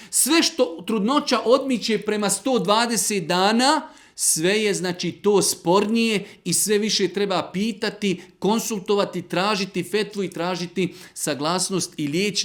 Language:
Bosnian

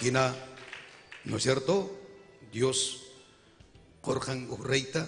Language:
Ayacucho Quechua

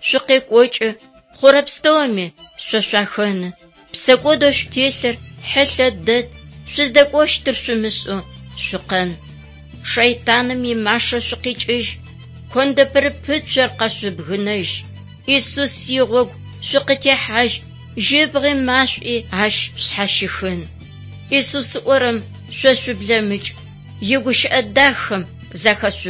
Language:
Adyghe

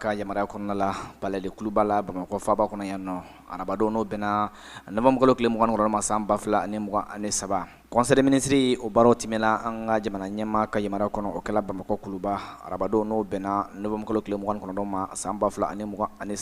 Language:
Bambara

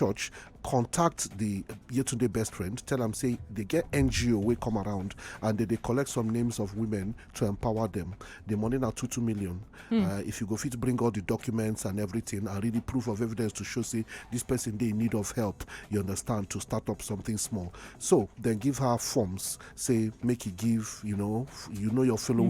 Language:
Nigerian Pidgin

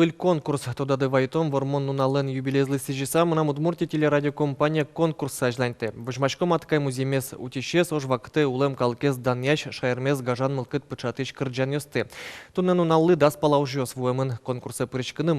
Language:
Udmurt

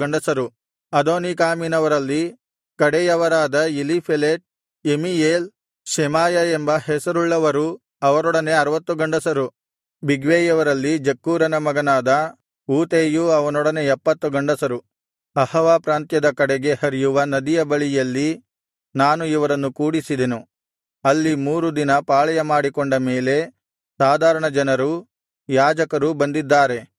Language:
Kannada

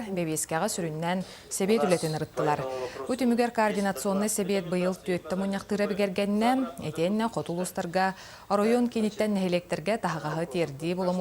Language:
Yakut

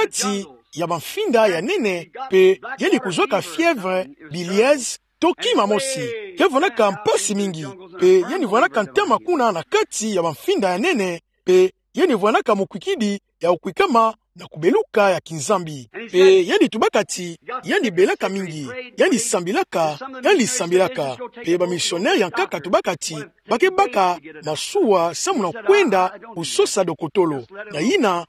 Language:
Kituba (Democratic Republic of Congo)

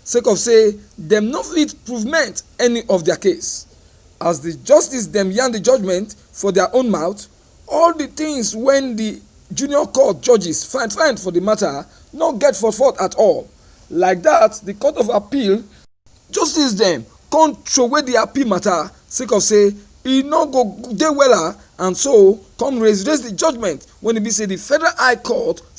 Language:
Nigerian Pidgin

